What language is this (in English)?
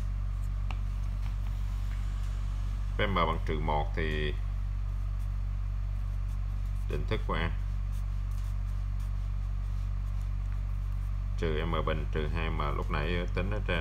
Vietnamese